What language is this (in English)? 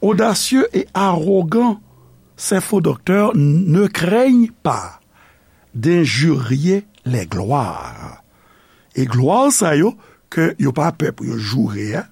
Haitian Creole